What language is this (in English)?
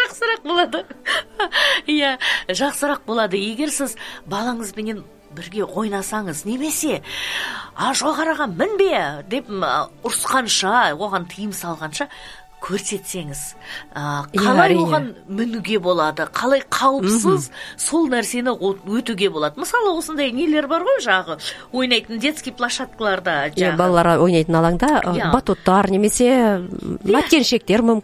Kazakh